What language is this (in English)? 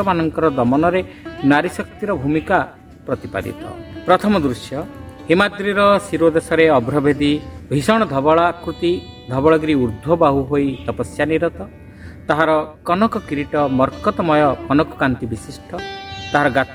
Odia